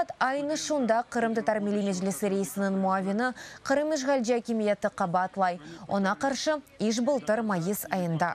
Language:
Crimean Tatar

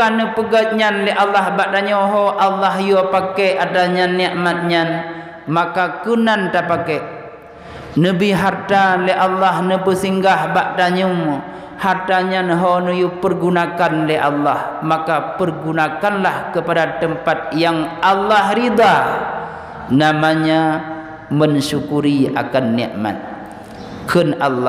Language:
Achinese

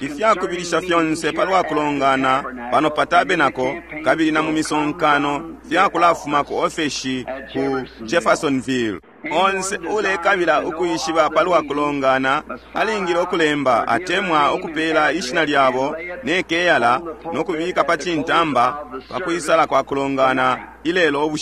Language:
Bemba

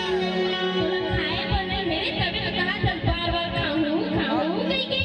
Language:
Chhattisgarhi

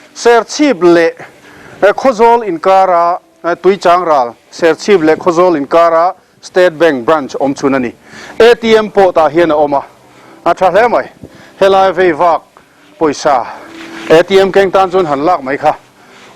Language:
Mizo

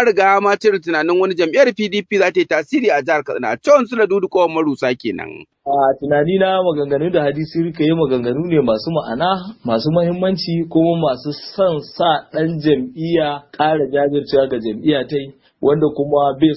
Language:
Hausa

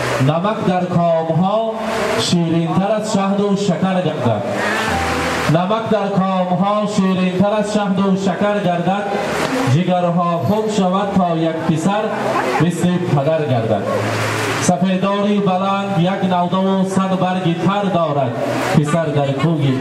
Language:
Persian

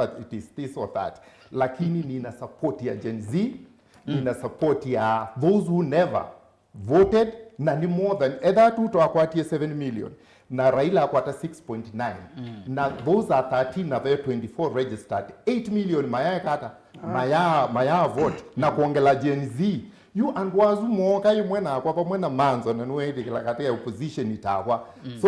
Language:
Kamba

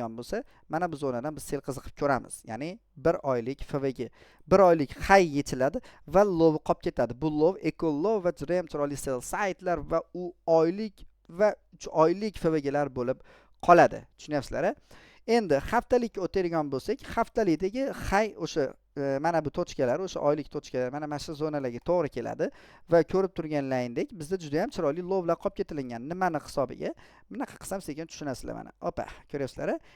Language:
Uzbek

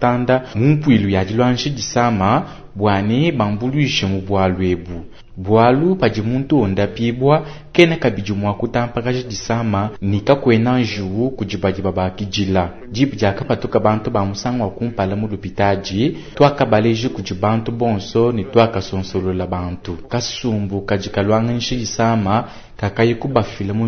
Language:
Luba-Lulua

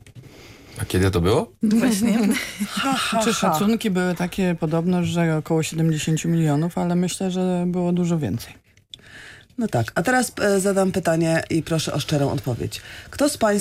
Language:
Polish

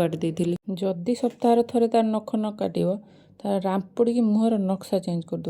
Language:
Odia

